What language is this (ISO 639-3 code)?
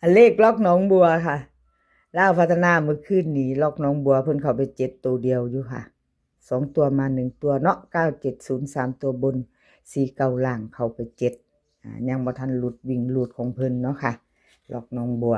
tts